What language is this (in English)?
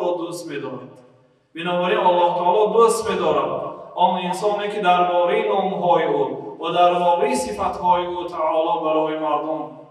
Persian